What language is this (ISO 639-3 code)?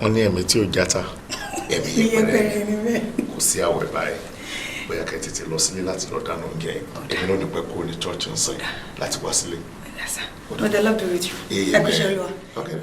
yor